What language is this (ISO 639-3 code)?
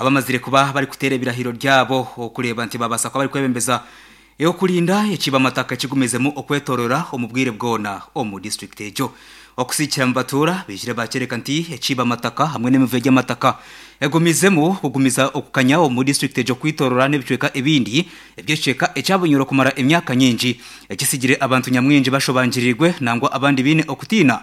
nyn